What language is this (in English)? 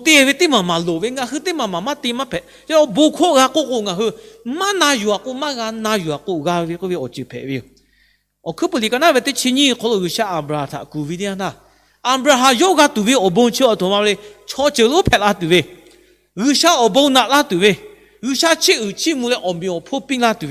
Lahu